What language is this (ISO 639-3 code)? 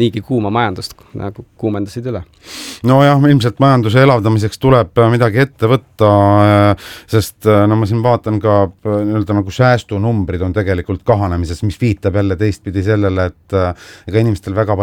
est